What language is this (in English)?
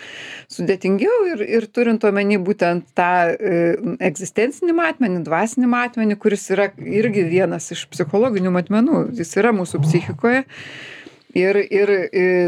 Lithuanian